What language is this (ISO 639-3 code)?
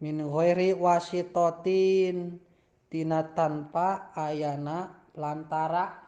sun